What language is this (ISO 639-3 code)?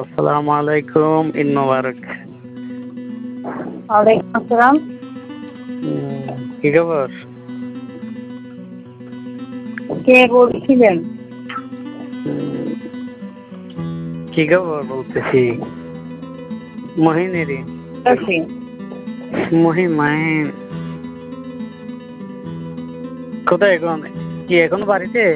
ben